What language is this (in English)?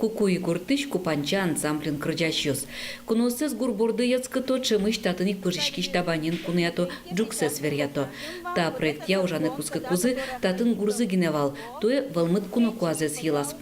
Udmurt